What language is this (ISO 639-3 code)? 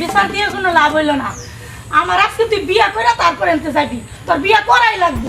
syl